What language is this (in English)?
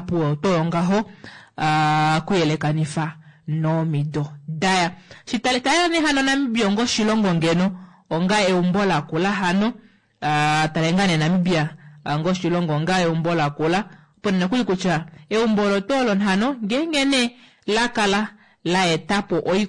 Kuanyama